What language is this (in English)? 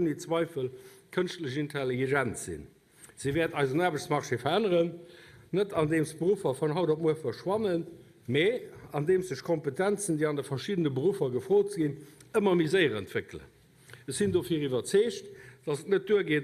Luxembourgish